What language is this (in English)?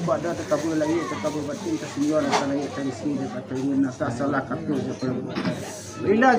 Minangkabau